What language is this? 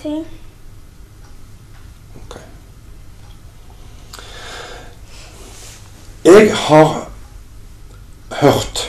Norwegian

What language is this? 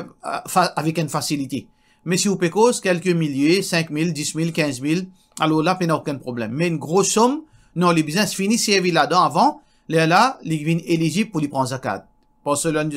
Morisyen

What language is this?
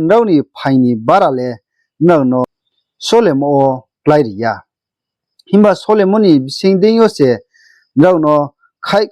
Riang (India)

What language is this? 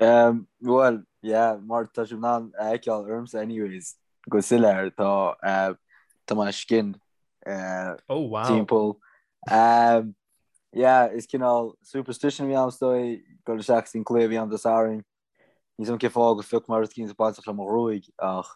Irish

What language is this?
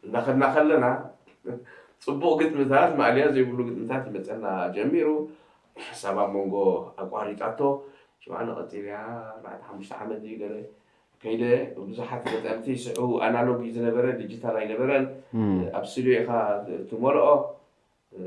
Tigrinya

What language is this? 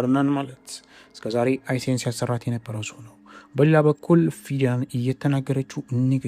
Amharic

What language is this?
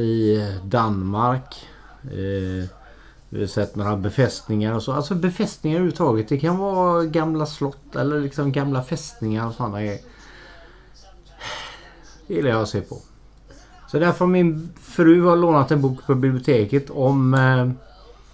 Swedish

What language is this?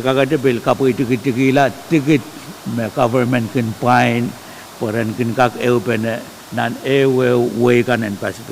Pohnpeian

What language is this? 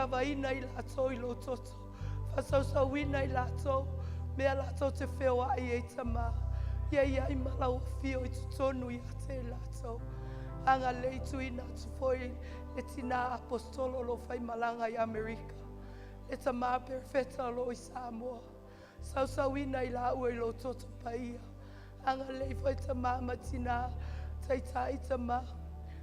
Samoan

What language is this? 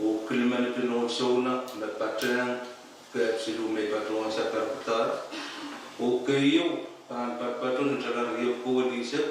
Pohnpeian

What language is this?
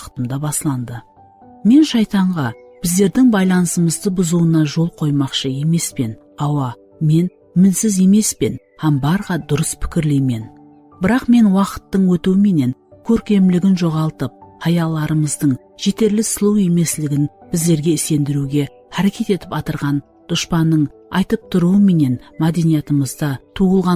Kara-Kalpak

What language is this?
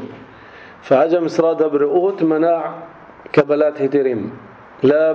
North Levantine Arabic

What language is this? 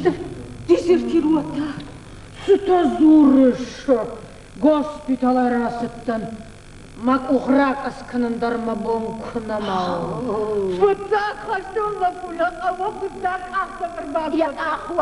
Ossetic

